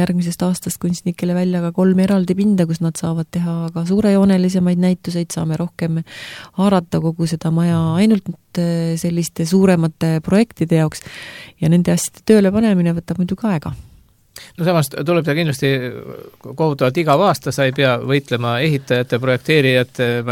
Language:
Estonian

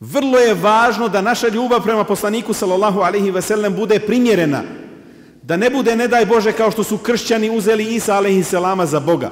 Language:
Bosnian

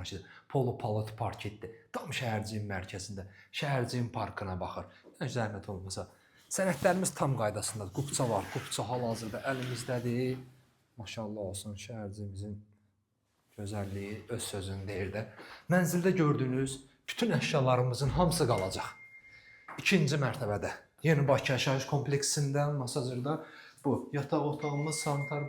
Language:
Azerbaijani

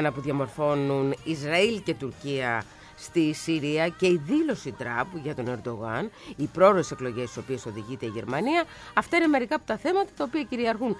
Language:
Greek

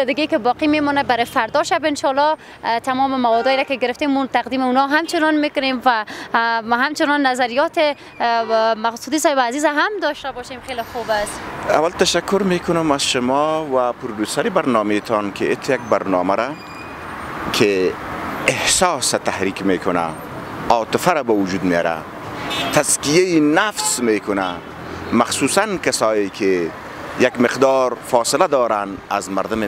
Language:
Persian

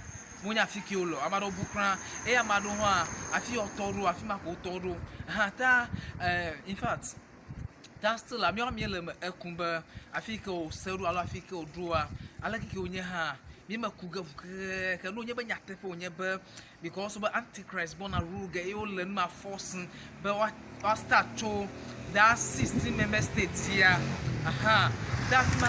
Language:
Ewe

